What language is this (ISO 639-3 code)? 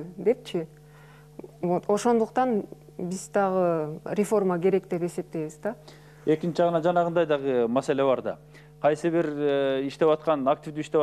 kir